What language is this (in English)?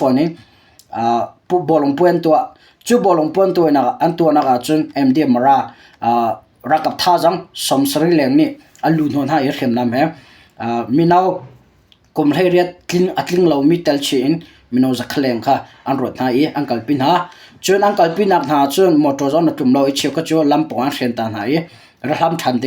Hakha Chin